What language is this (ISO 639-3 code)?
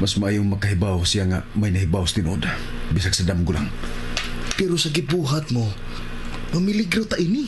ceb